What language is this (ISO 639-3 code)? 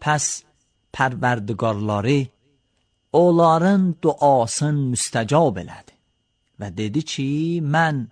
aze